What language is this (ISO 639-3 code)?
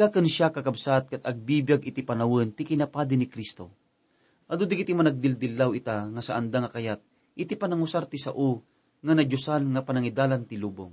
ilo